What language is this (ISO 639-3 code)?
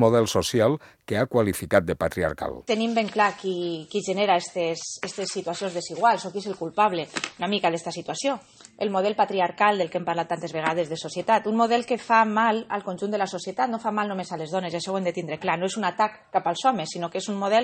cat